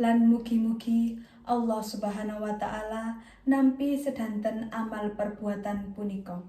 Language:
Javanese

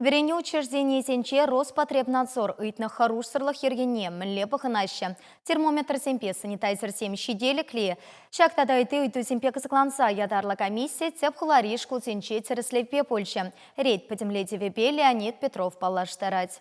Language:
Chuvash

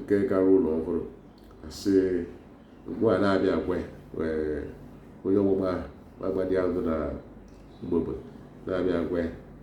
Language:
Igbo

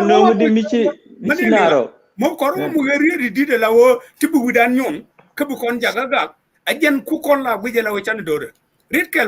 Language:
Nuer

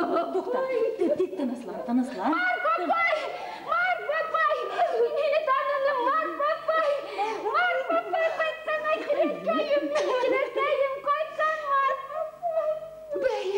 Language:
Bashkir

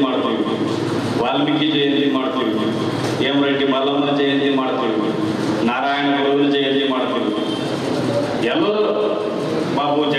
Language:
Kannada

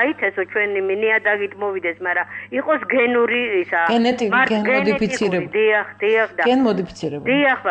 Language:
Georgian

